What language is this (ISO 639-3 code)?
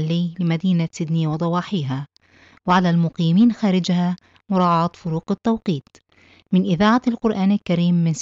ara